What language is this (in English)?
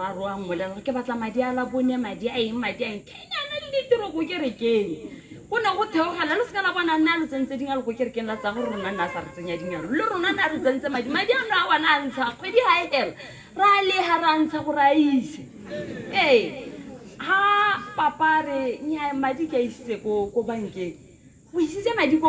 Tswana